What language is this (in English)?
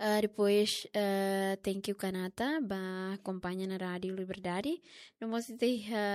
Tetum